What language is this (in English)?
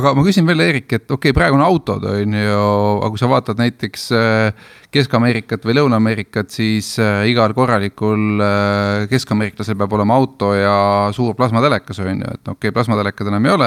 Estonian